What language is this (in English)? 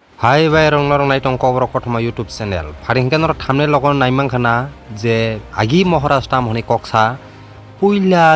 Kok Borok